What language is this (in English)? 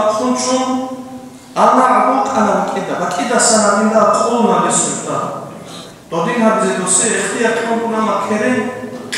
Avaric